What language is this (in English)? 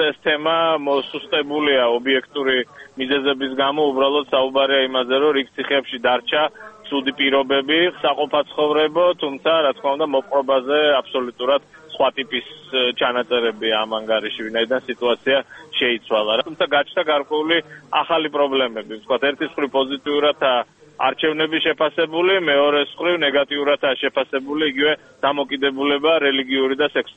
Georgian